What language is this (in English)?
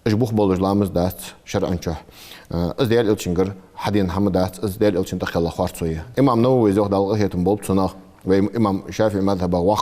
Ingush